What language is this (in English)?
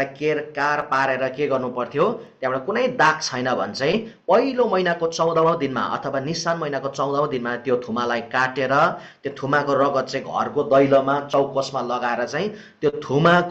Nepali